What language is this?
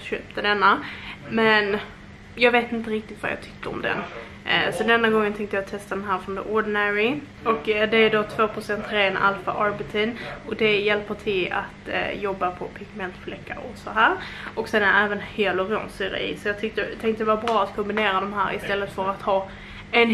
Swedish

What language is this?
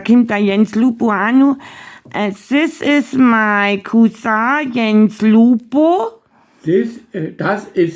Bavarian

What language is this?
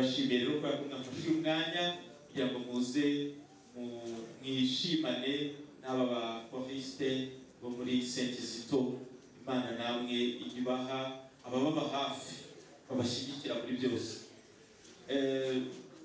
Kinyarwanda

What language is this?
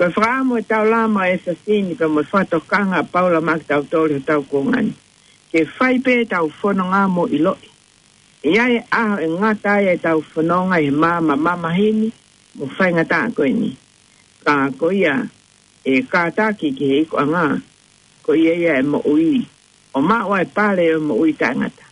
Tongan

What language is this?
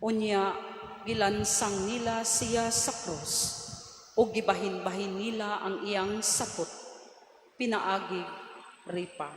Cebuano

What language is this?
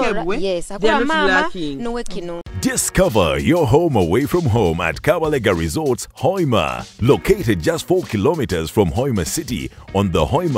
Nyoro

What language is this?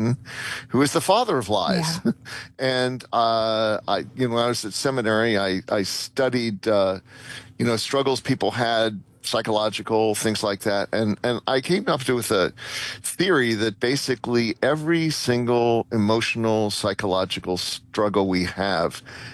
English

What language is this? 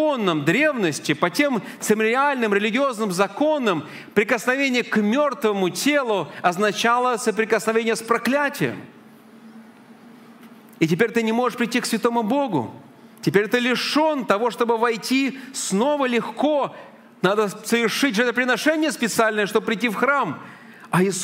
Russian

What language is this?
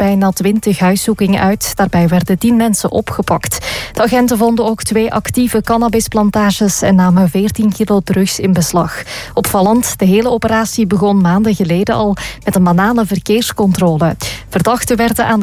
Dutch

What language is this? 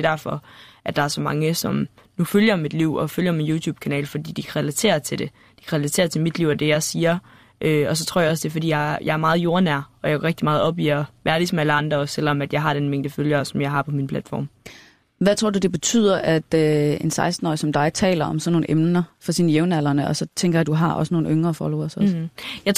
Danish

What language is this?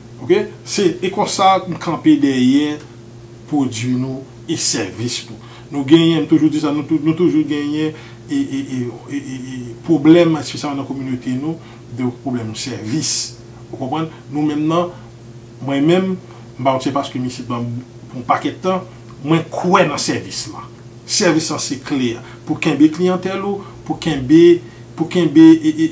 Haitian Creole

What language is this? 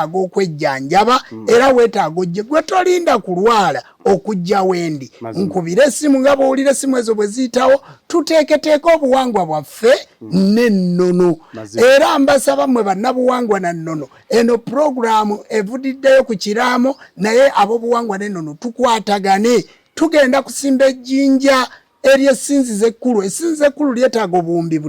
Ganda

